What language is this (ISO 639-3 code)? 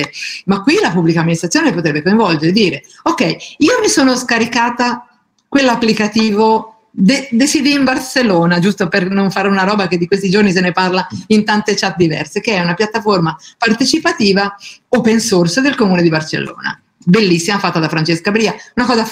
ita